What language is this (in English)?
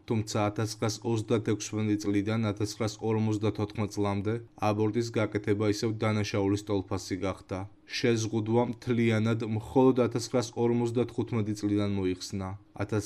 Georgian